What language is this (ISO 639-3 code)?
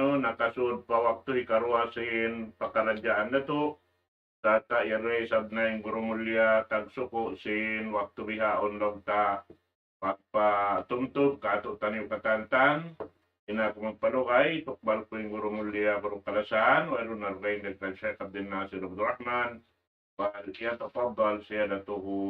tsg